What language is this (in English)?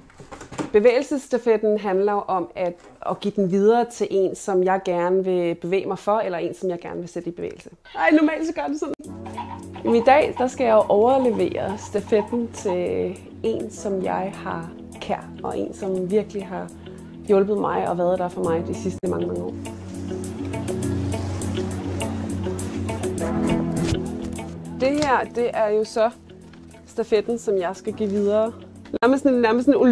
Danish